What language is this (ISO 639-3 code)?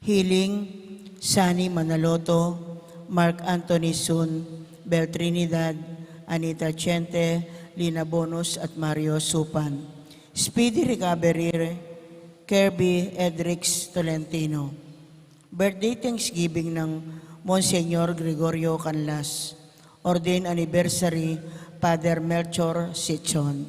pam